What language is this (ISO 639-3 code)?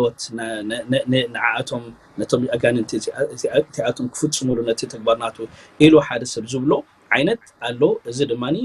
tir